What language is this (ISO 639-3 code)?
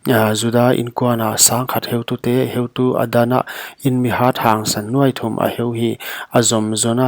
pck